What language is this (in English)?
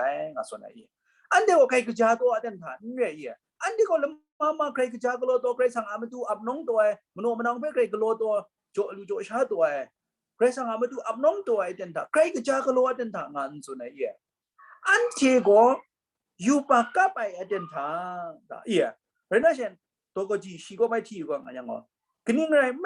Kachin